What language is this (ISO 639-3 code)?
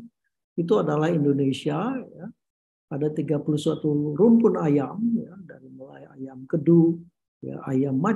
ind